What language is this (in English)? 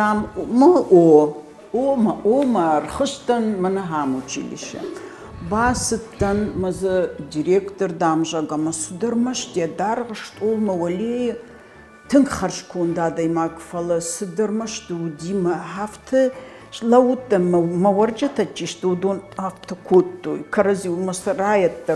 Ossetic